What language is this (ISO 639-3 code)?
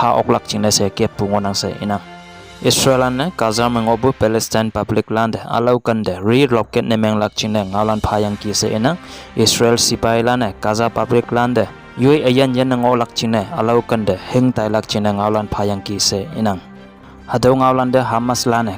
nbe